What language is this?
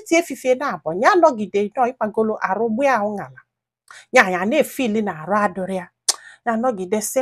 Igbo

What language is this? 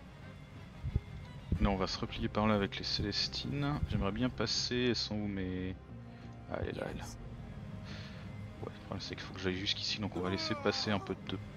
French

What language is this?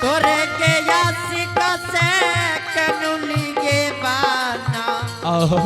Angika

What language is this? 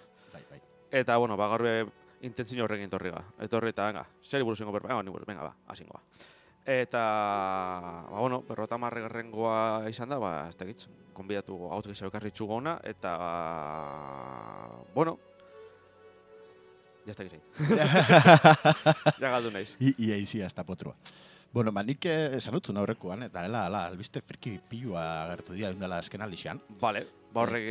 Basque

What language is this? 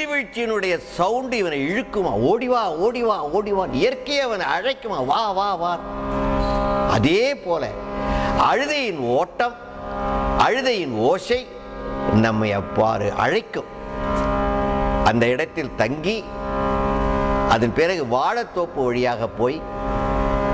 Tamil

